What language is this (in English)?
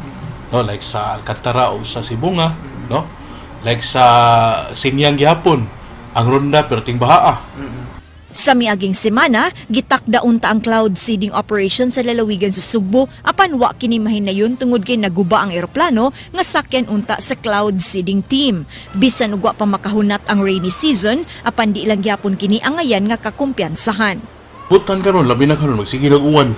Cebuano